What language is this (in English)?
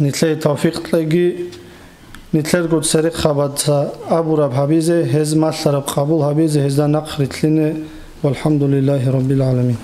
Avaric